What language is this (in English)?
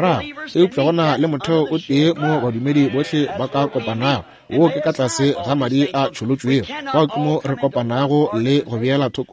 Northern Sotho